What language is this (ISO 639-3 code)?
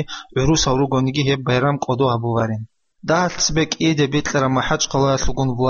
ava